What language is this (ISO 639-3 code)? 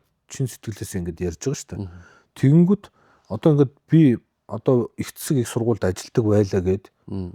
mon